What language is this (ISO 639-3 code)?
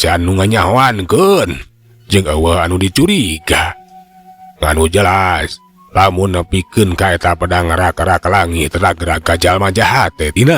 sun